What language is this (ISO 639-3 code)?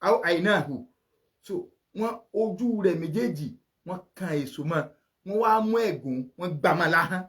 yor